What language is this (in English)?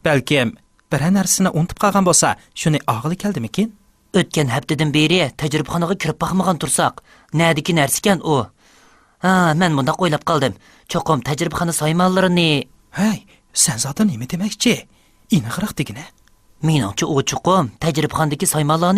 Uyghur